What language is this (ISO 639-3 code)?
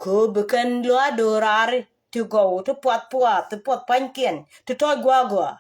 nus